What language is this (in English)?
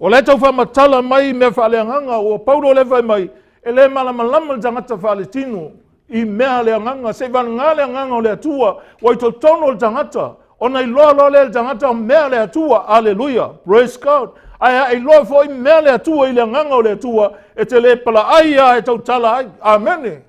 Samoan